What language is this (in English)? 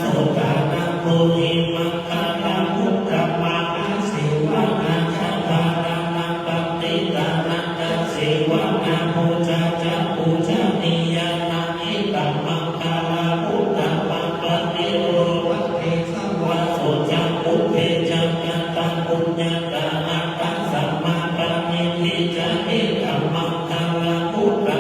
Pali